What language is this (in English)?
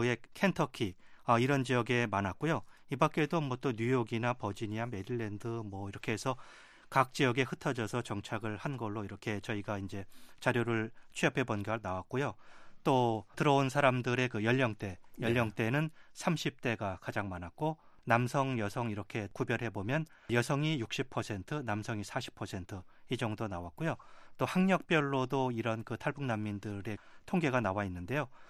Korean